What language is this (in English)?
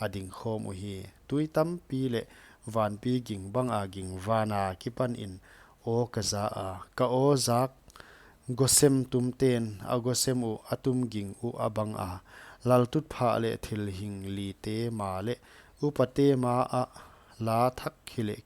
Paite Chin